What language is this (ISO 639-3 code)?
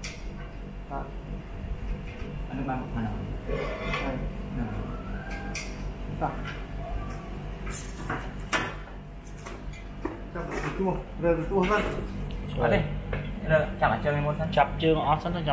vie